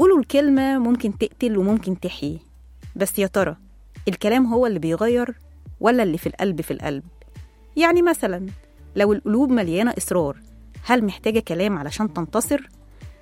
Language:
Egyptian Arabic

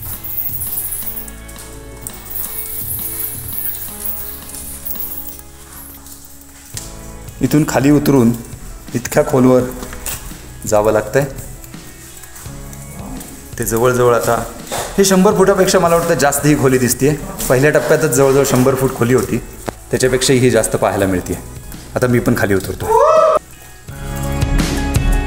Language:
Marathi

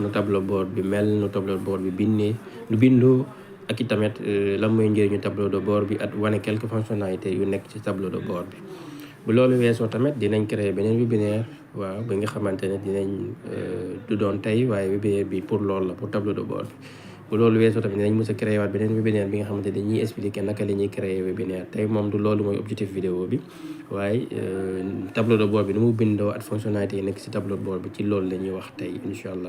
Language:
Wolof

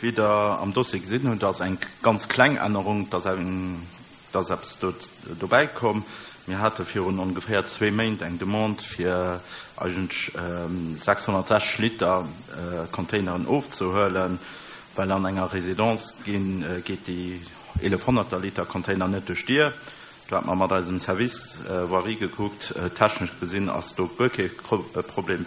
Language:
Luxembourgish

